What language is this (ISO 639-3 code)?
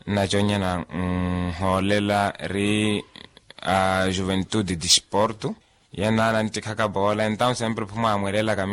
vmw